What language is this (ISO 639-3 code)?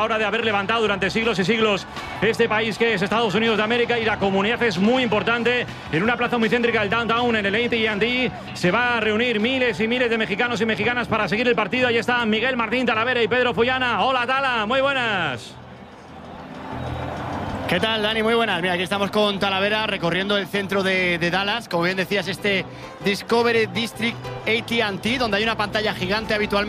spa